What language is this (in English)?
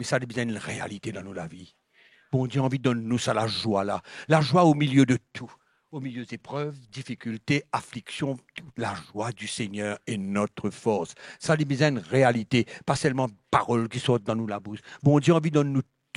Morisyen